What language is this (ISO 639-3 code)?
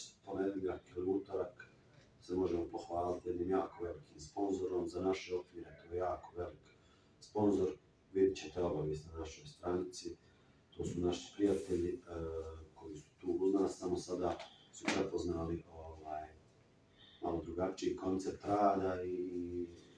bos